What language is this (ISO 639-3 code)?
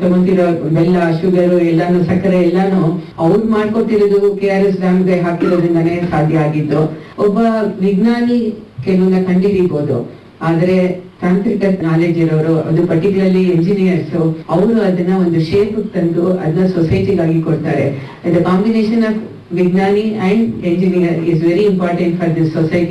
kan